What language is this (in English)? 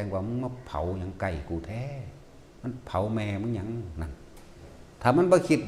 Lao